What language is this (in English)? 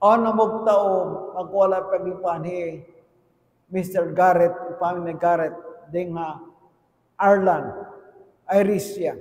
Tausug